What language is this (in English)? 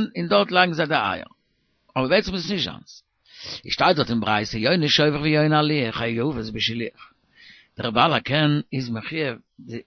Yiddish